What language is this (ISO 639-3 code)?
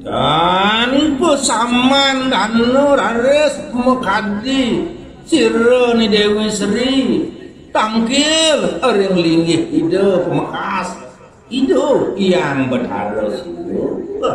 ban